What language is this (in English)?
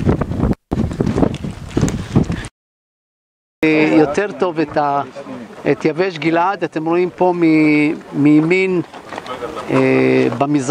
Hebrew